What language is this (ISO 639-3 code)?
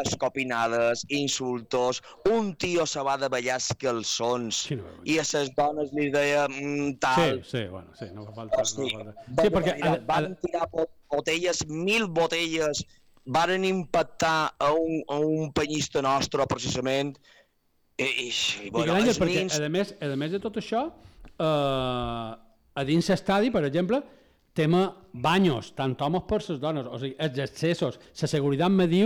cat